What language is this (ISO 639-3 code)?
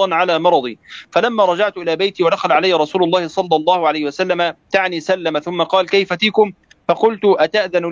ara